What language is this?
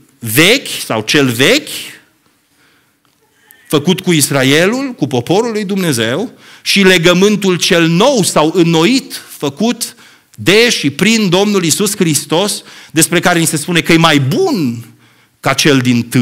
Romanian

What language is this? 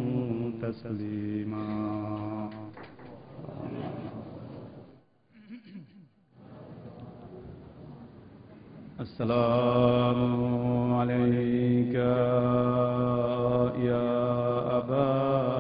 Bangla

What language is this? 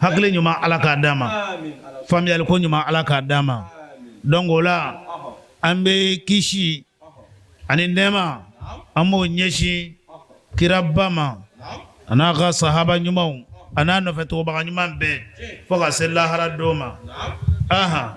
Bambara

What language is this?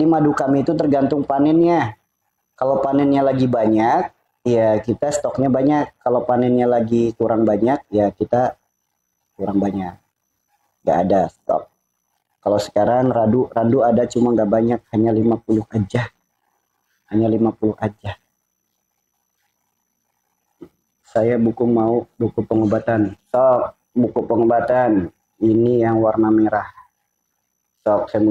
Indonesian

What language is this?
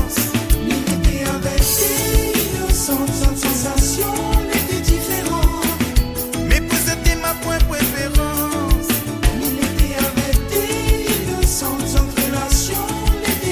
Morisyen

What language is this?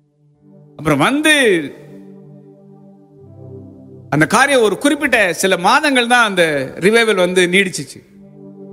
Tamil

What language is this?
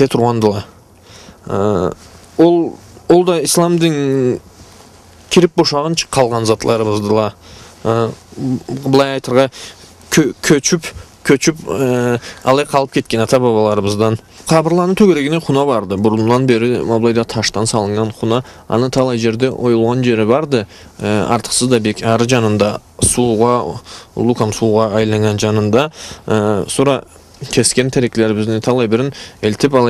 Karachay-Balkar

